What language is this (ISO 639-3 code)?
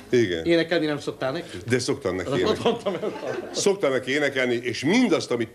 hun